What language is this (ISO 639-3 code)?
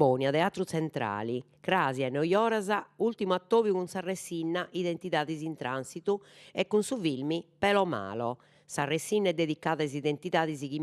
srd